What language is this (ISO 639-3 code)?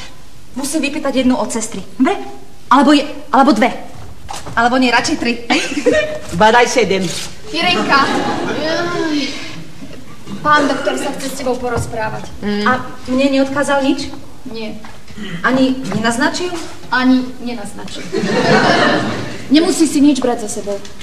slk